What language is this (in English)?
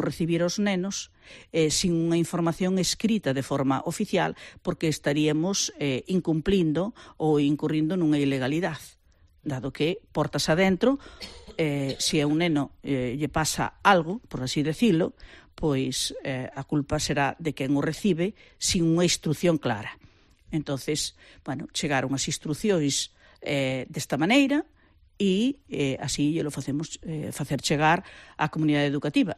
Galician